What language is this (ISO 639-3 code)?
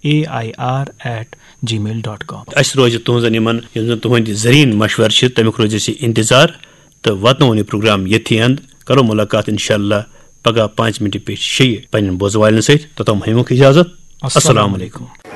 kas